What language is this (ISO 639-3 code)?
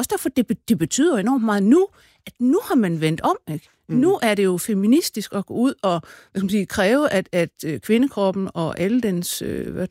dan